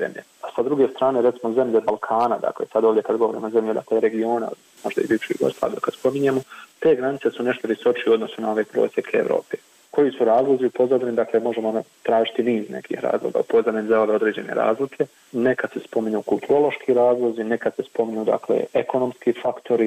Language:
Bosnian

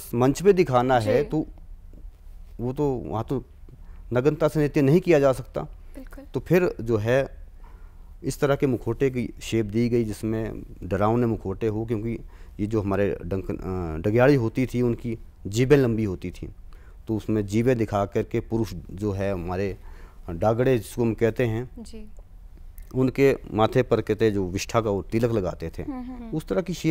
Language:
Hindi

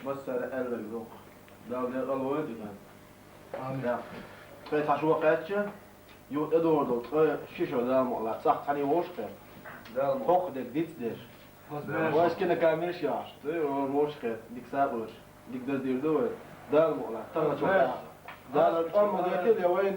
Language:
Chechen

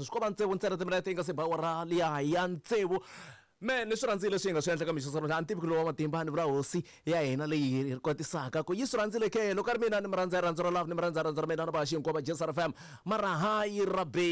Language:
Tsonga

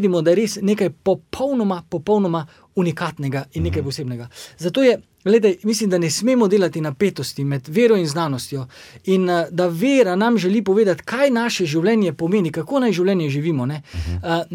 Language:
Slovenian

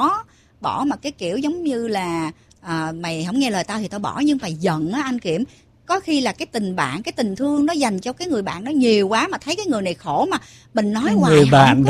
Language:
Vietnamese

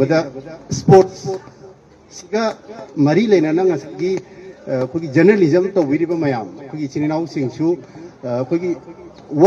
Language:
Manipuri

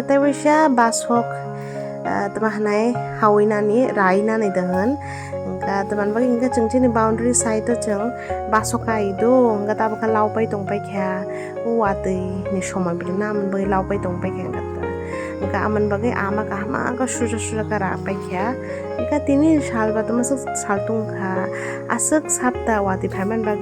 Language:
Kok Borok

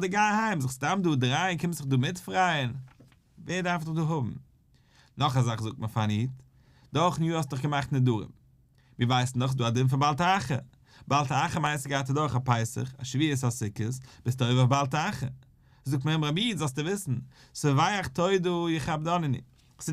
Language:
Yiddish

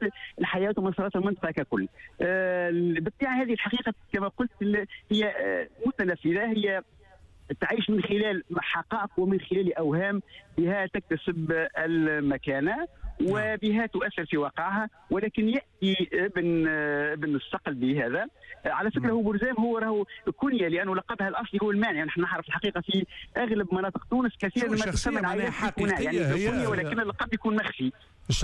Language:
Tunisian Arabic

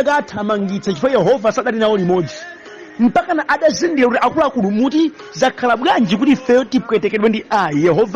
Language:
Nyanja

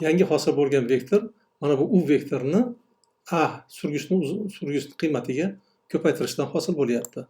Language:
Uzbek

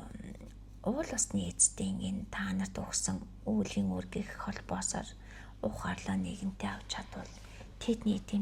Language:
Mongolian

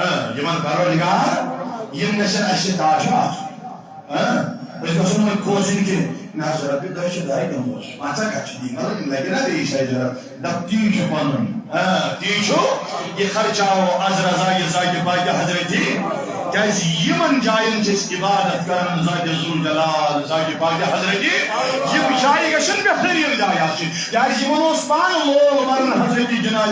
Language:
Kashmiri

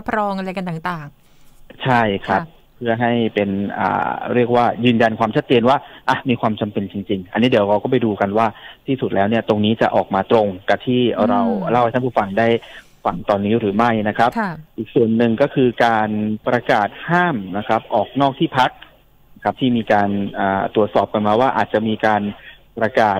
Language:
Thai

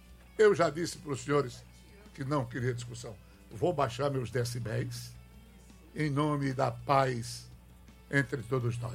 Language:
Portuguese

